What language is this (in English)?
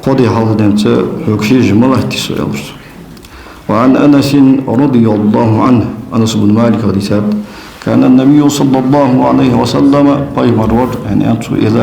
Ingush